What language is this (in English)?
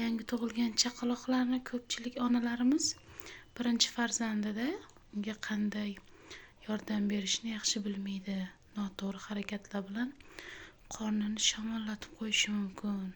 Uzbek